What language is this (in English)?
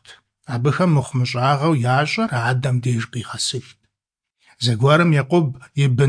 Kabardian